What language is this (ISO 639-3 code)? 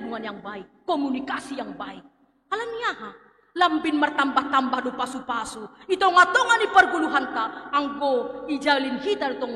bts